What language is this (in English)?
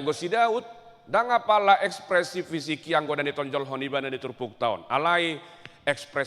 Batak Toba